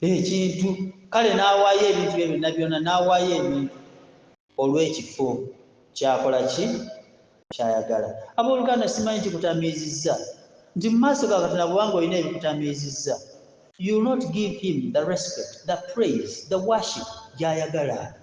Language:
Ganda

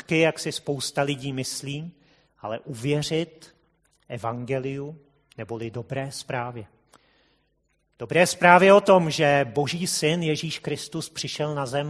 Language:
Czech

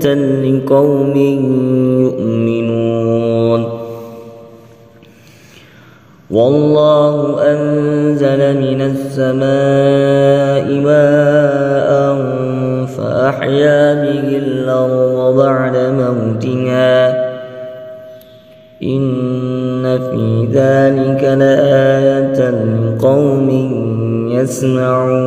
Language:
Arabic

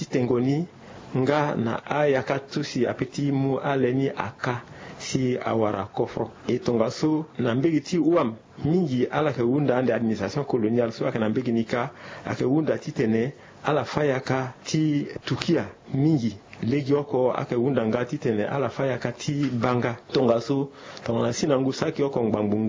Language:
Sango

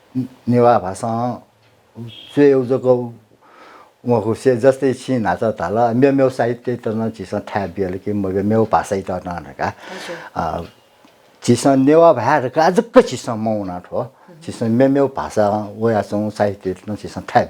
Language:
Newari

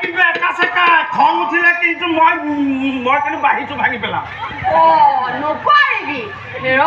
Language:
Assamese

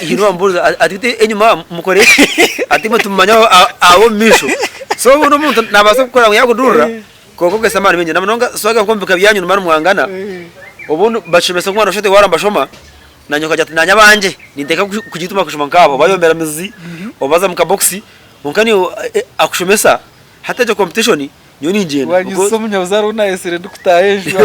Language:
Nyankole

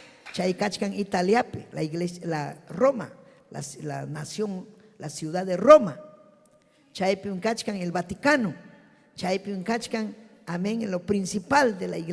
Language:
Ayacucho Quechua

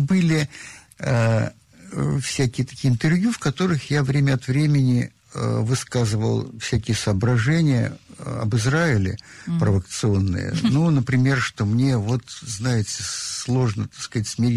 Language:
Russian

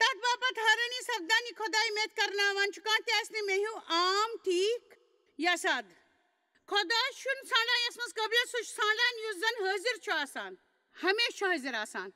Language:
Kashmiri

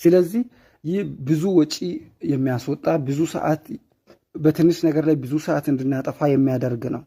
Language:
Amharic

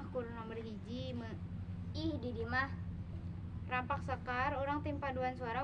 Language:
Sundanese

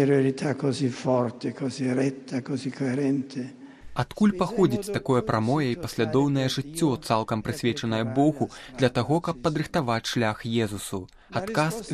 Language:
Belarusian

